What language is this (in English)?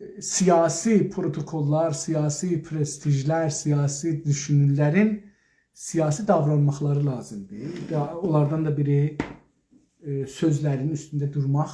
South Azerbaijani